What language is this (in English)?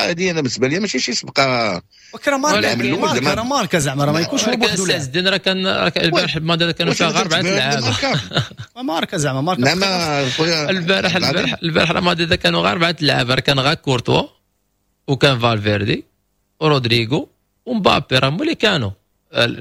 Moroccan Arabic